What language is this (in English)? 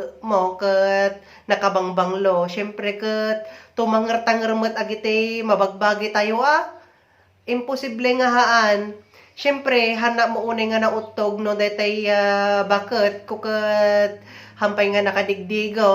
Iloko